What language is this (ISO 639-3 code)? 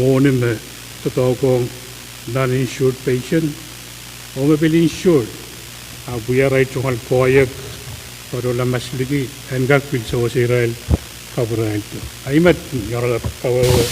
pon